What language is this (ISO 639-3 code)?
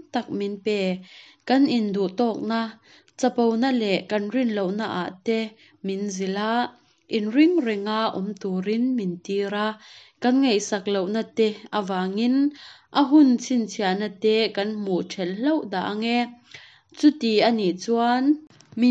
cnh